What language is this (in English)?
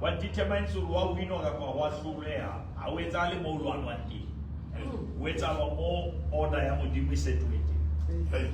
Southern Sotho